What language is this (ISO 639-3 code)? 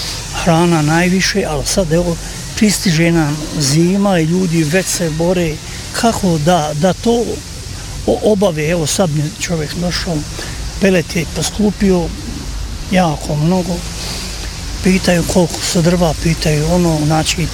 bos